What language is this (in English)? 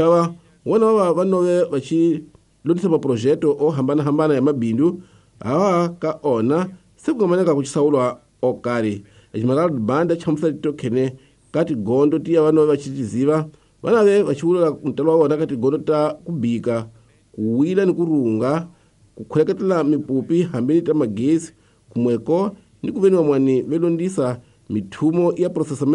Tsonga